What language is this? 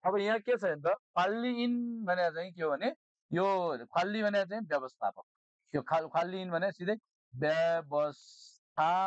Nepali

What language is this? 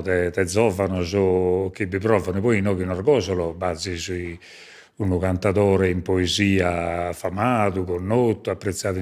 Sardinian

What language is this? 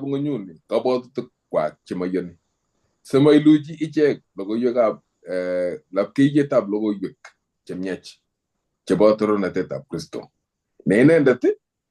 Kalenjin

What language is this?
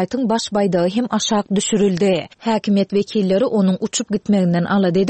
Turkmen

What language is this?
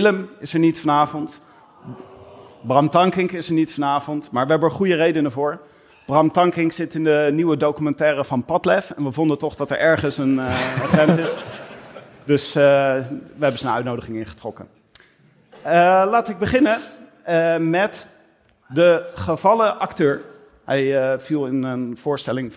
Dutch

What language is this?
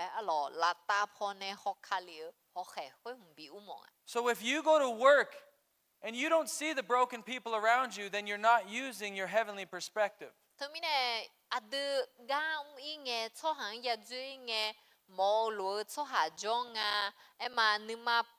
Akha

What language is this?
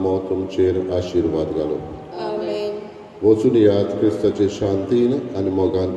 Konkani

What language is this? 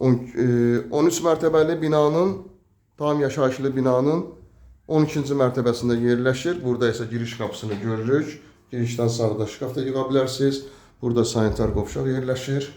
Azerbaijani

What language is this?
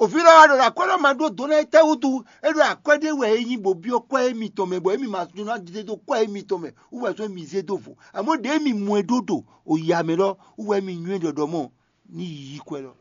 Fon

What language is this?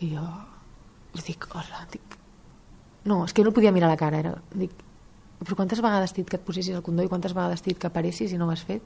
Catalan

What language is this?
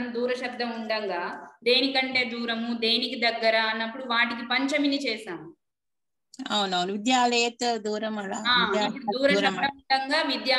Telugu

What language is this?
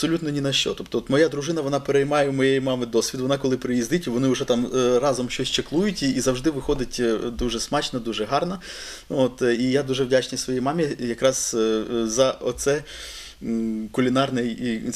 Ukrainian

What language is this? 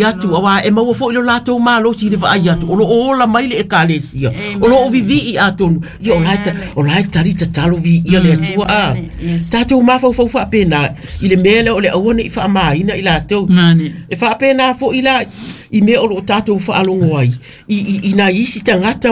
Samoan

